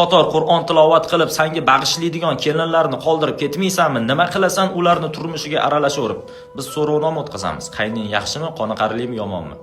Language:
Uzbek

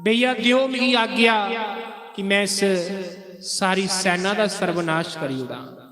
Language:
Dogri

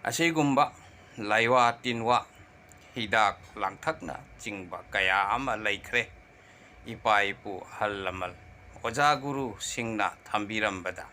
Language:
Manipuri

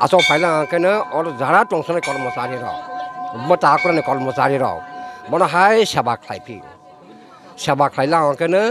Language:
Kok Borok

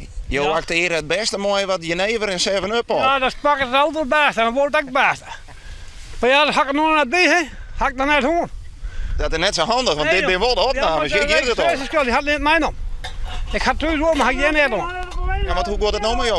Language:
Western Frisian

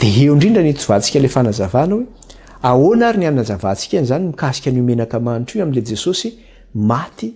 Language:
Malagasy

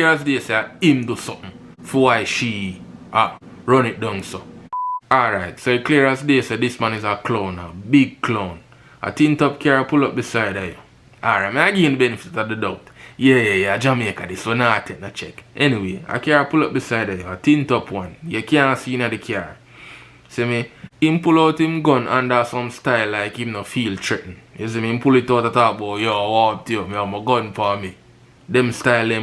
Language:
Jamaican Creole English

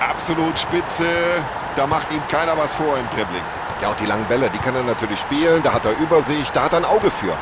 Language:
Bavarian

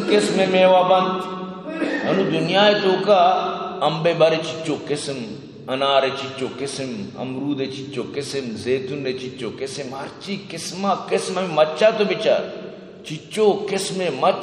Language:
Eastern Balochi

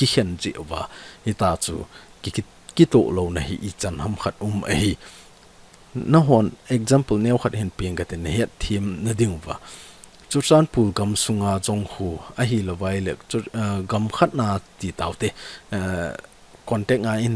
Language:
Thado Chin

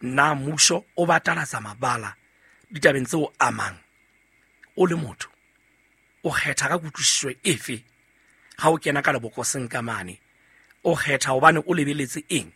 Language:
Southern Sotho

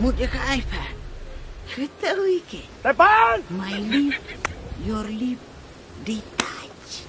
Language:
Khasi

